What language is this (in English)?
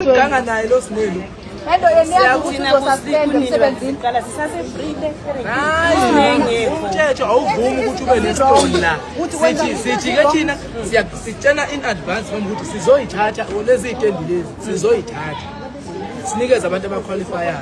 Zulu